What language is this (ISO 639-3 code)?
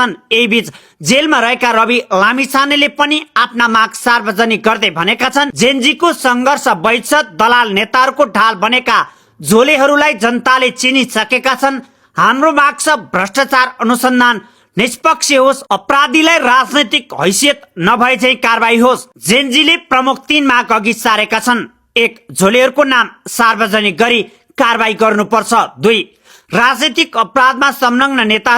nep